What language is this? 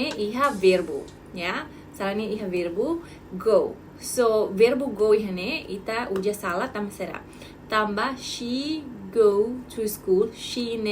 Tetum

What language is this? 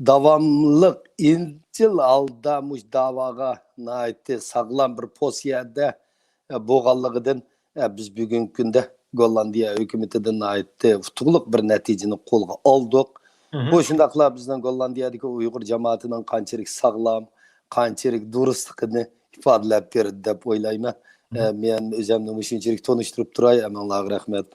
Uyghur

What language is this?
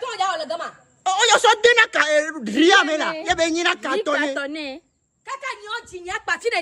Ewe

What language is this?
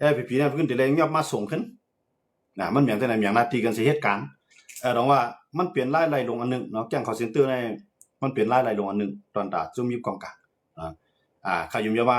Shan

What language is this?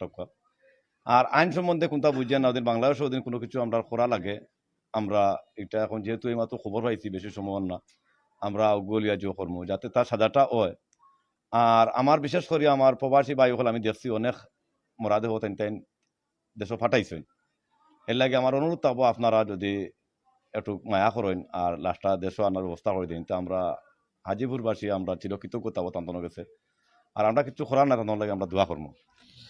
Sylheti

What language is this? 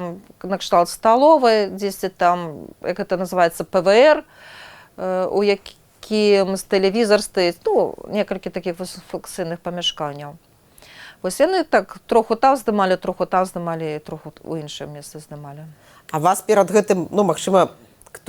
Belarusian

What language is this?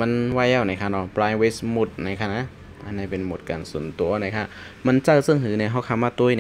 Shan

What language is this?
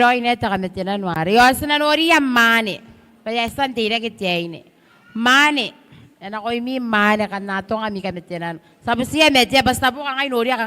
Gilbertese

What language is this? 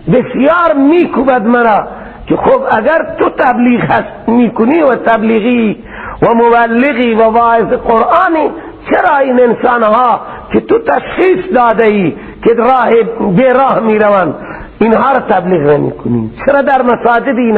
Persian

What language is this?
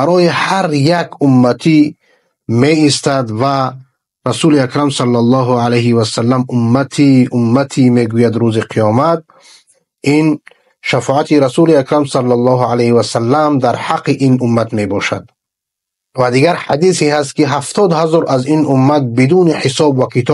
Persian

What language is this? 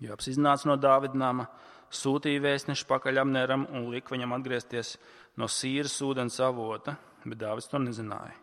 Latvian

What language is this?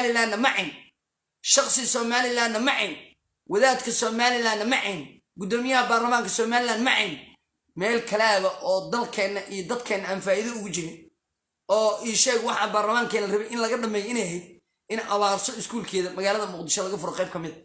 Somali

